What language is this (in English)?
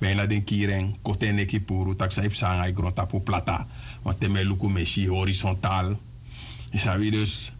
Sranan Tongo